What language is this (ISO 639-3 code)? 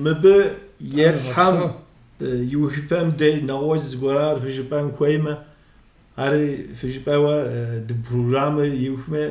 kbd